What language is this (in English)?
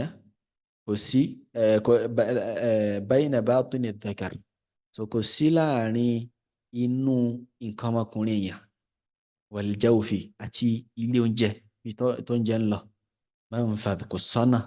Yoruba